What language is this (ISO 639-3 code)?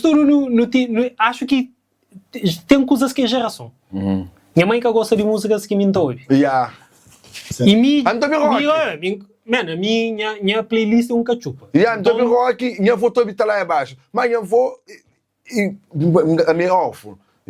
kea